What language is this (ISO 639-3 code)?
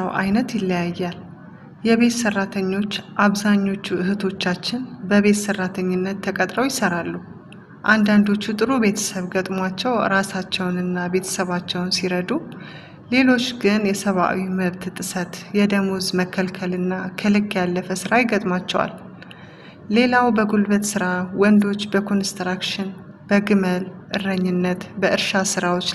amh